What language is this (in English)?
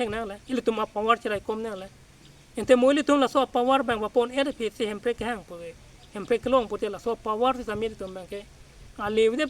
Karbi